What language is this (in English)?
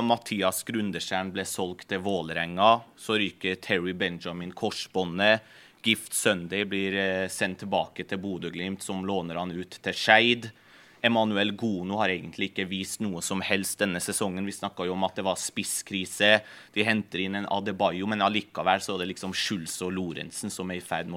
Norwegian